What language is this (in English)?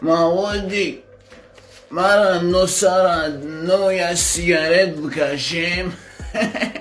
Tajik